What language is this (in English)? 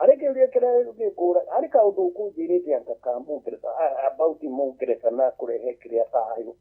Kikuyu